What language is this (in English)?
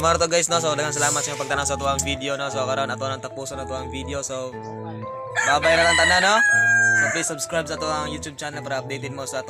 Cebuano